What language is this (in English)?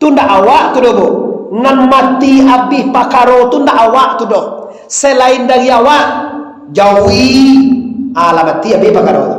Minangkabau